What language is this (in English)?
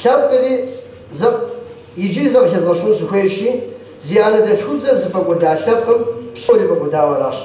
Kabardian